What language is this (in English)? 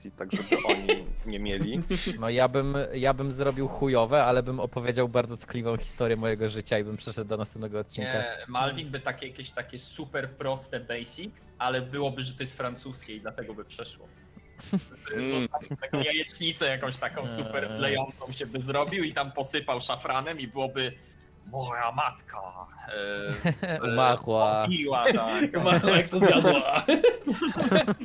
Polish